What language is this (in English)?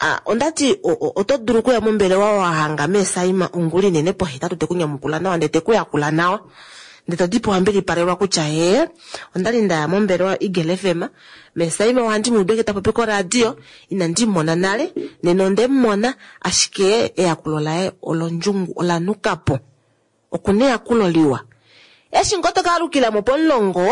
Kuanyama